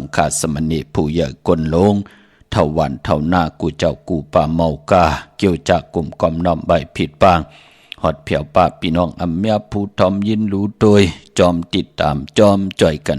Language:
Shan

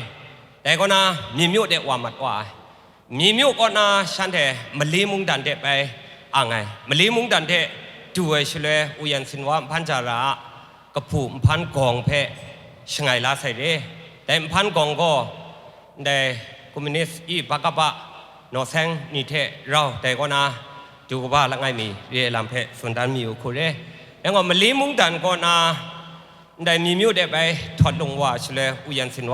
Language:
Kachin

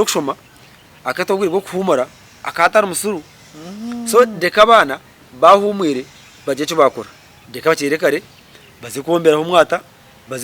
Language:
Nyankole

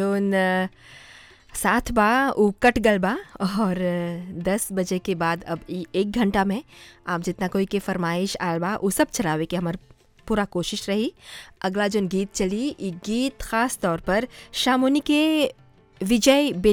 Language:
Bhojpuri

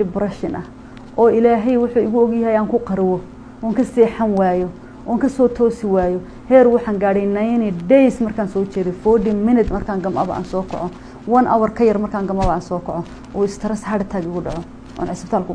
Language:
Somali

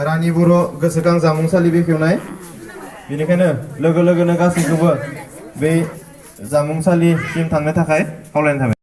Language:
Bodo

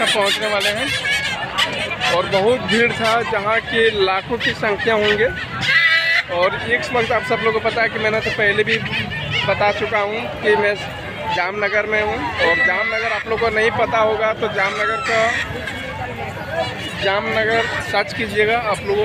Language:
Hindi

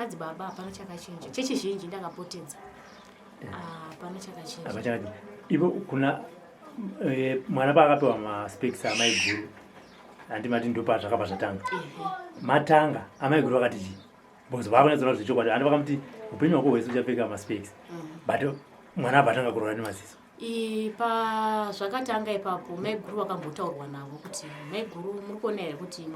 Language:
Shona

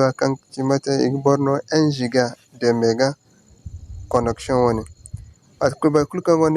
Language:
Zarma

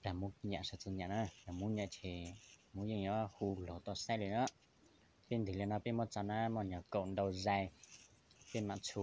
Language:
Hmong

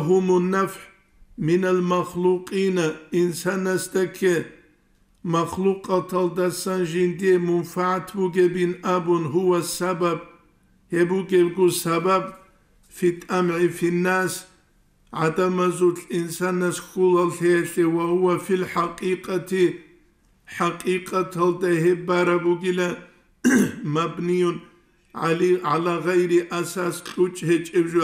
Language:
Avaric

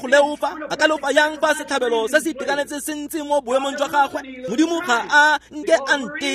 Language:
Tswana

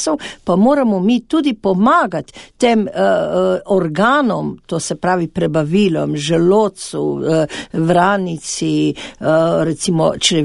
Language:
Slovenian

